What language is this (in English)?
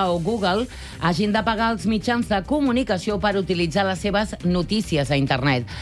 Catalan